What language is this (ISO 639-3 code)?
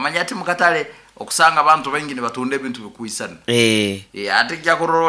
nyo